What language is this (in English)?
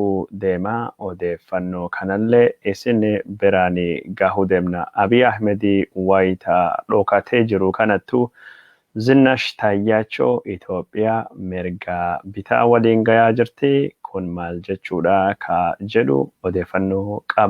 Oromo